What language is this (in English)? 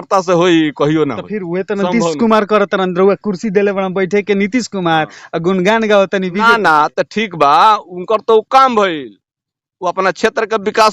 Bhojpuri